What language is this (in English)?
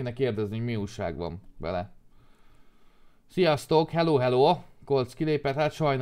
Hungarian